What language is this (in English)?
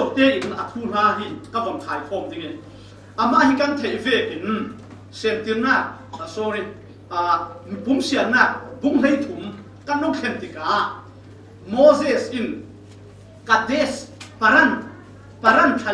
Falam Chin